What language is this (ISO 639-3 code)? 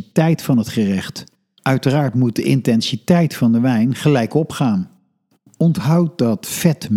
nld